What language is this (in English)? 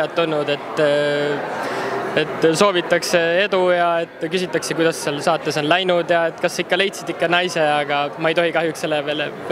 Estonian